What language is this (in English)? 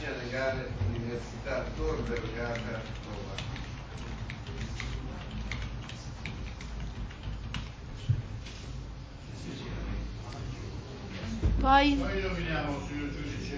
Italian